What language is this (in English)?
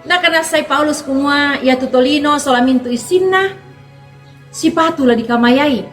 Toraja-Sa'dan